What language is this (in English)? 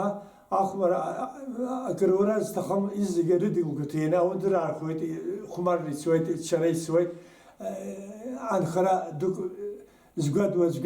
Abkhazian